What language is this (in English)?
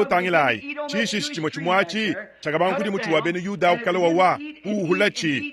Luba-Lulua